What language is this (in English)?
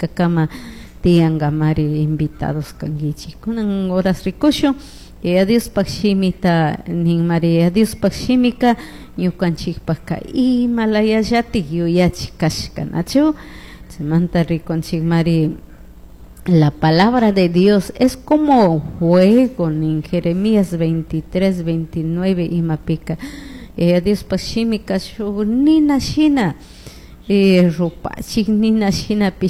Chimborazo Highland Quichua